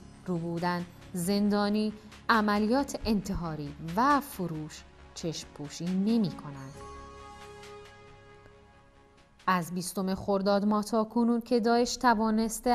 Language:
Persian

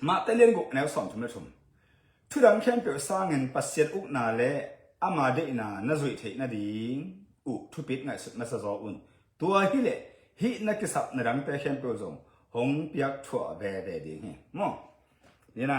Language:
Tedim Chin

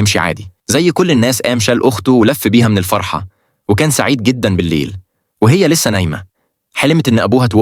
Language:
Egyptian Arabic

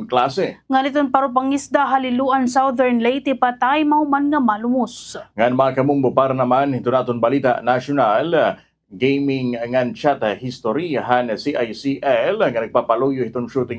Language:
Waray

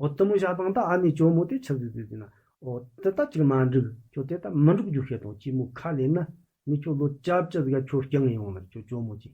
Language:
Tibetan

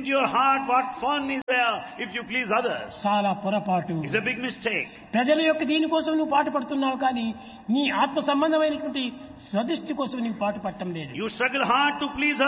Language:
Telugu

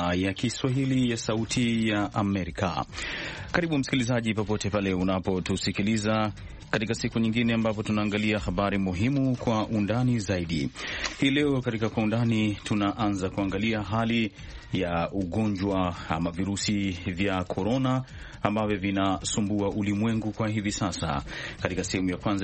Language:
Swahili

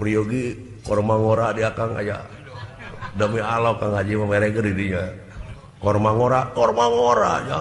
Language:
Sundanese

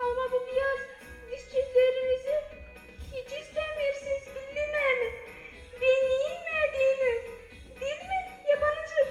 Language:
Gagauz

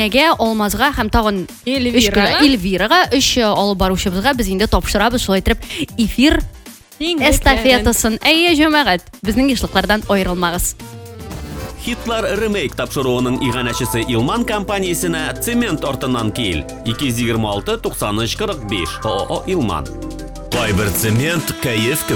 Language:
Tatar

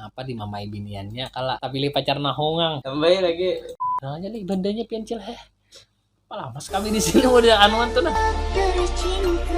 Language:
Banjar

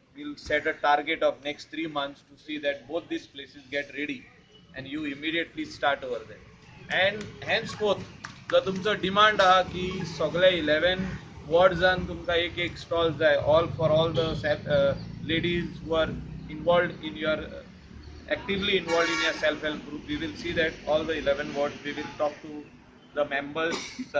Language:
Konkani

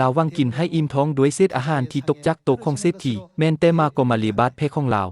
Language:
Lao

